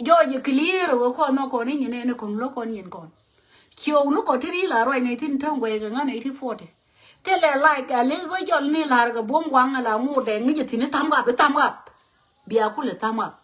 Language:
Nuer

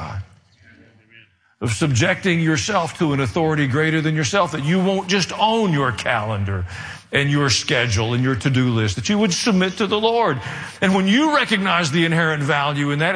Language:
English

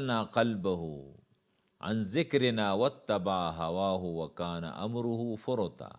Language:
Pashto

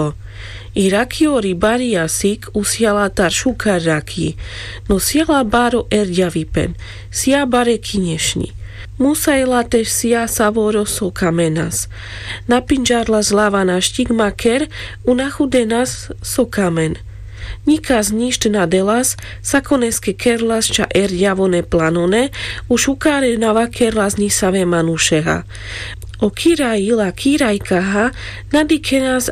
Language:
Carpathian Romani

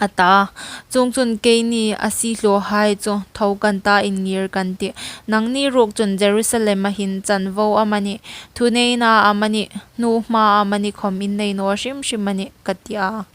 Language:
Hmar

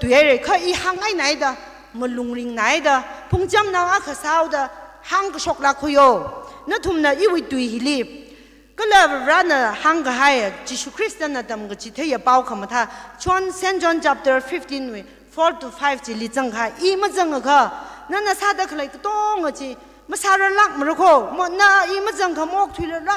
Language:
Tangkhul Naga (India)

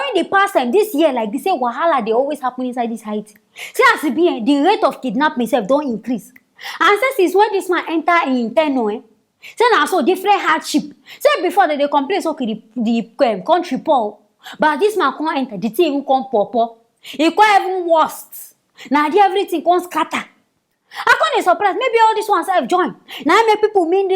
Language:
Nigerian Pidgin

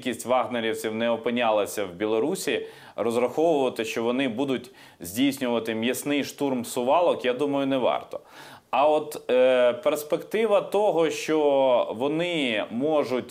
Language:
Ukrainian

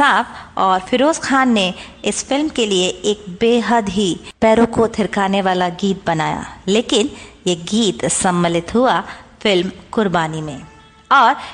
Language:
Hindi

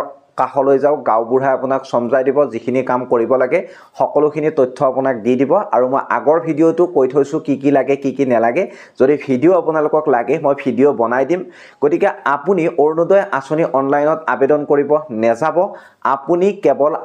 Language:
Assamese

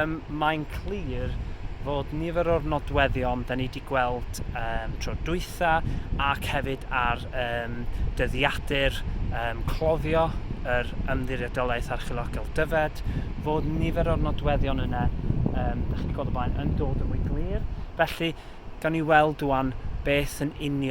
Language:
Welsh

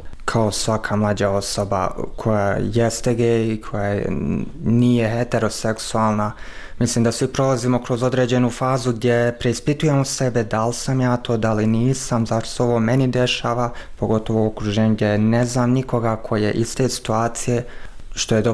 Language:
Bosnian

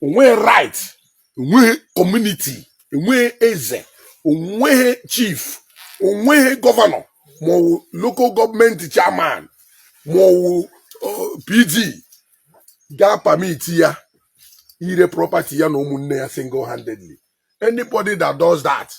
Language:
Igbo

